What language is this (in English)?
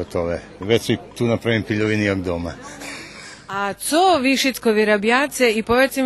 Rusyn